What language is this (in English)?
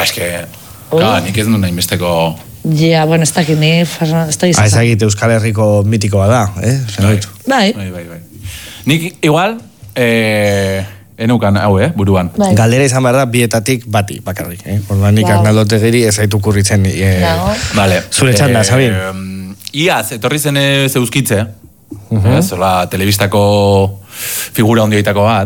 Basque